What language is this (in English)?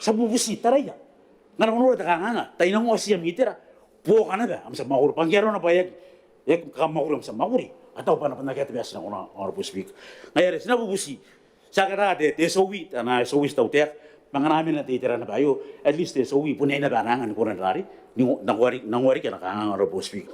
Gilbertese